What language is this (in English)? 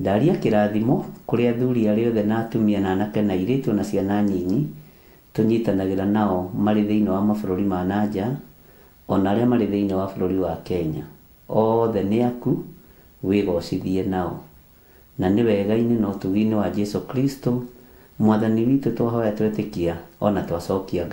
Kikuyu